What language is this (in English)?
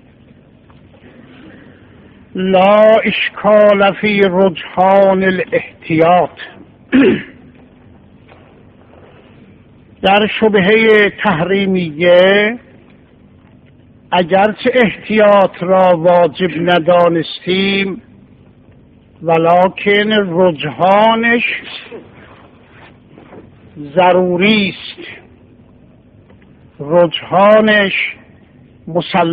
Persian